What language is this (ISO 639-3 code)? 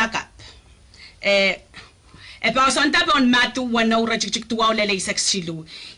pon